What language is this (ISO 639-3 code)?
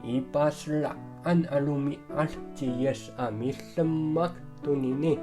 ami